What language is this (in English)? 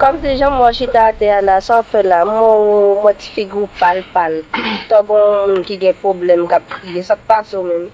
Haitian Creole